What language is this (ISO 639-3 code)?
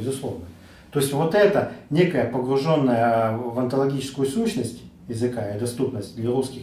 rus